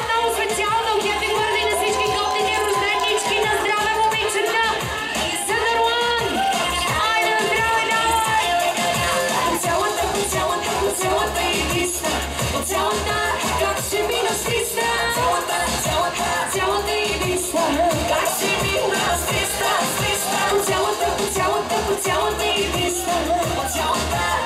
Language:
Bulgarian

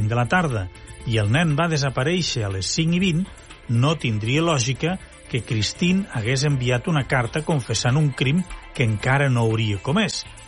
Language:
Catalan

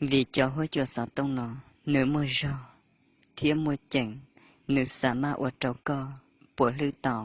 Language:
Hmong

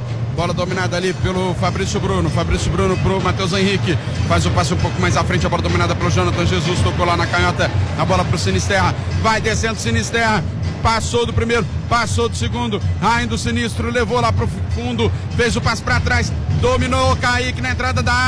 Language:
Portuguese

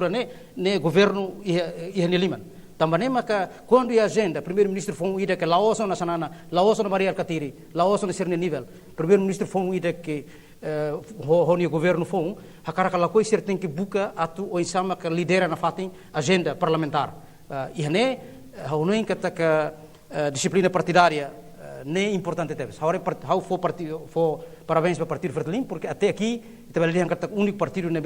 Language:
Tetum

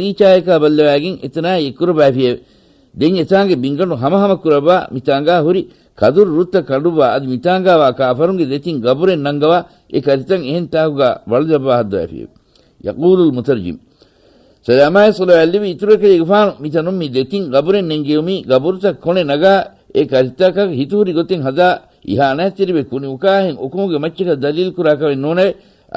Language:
Divehi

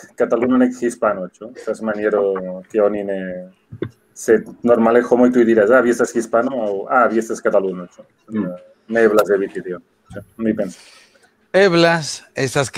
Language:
Esperanto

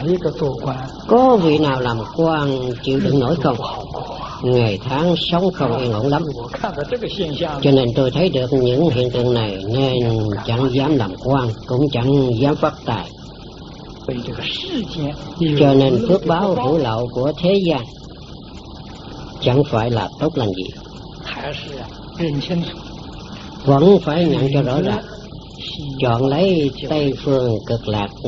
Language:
Vietnamese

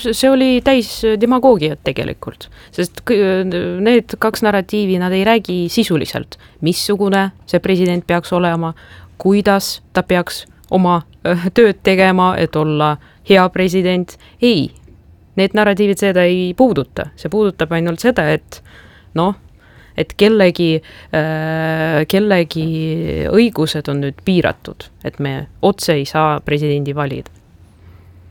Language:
Estonian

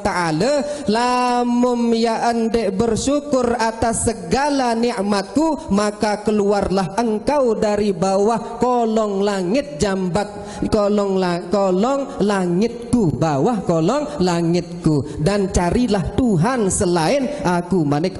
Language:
Sasak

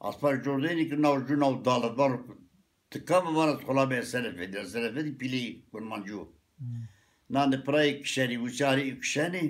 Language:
Zaza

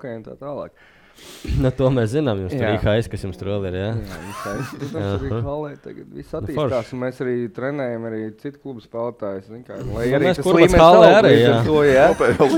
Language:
Latvian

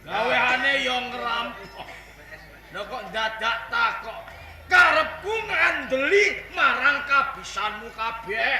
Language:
Javanese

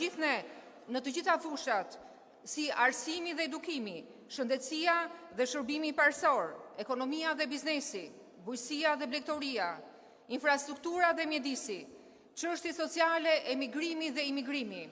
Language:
Albanian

